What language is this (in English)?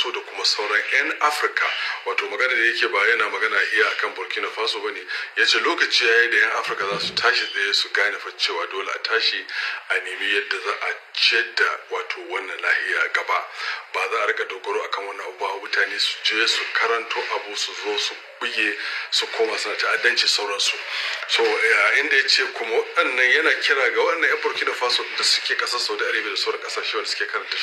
Hausa